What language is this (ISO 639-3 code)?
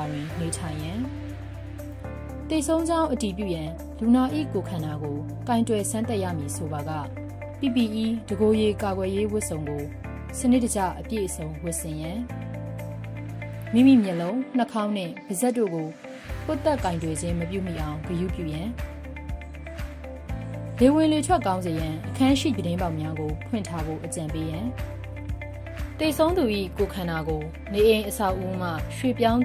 mya